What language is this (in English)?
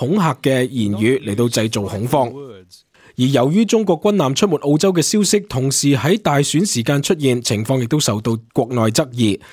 Cantonese